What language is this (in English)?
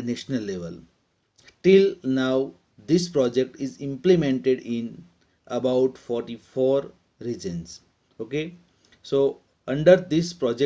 English